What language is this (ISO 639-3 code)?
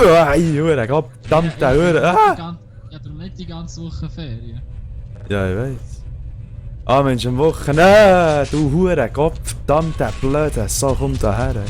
gsw